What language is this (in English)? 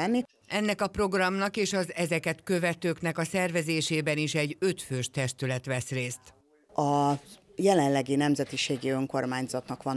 Hungarian